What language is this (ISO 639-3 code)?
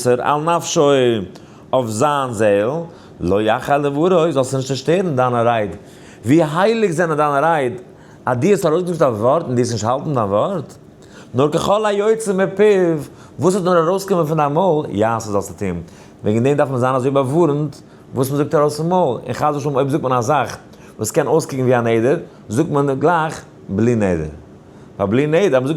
yid